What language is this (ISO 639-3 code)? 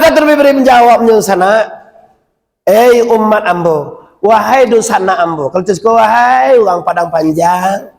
min